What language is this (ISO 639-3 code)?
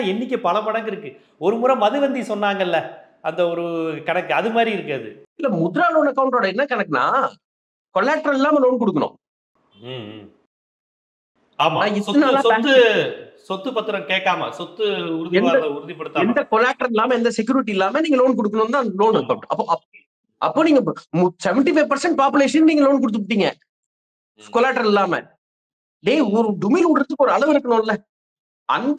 tam